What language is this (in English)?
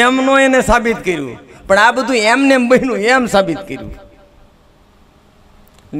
Gujarati